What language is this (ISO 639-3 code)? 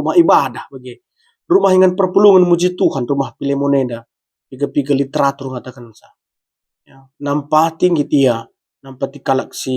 btx